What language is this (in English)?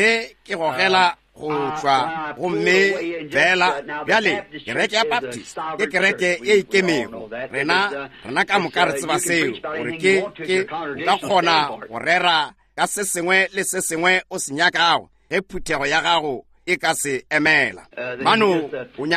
Northern Sotho